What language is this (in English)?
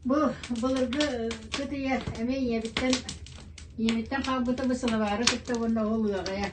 Yakut